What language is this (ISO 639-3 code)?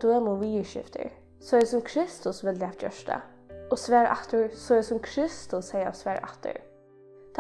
fao